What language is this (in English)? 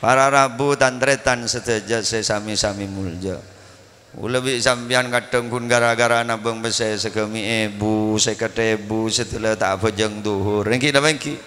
Madurese